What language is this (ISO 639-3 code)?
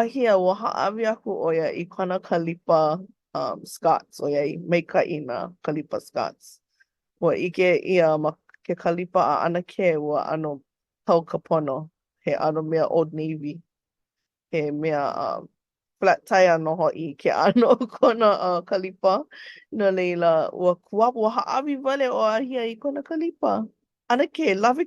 haw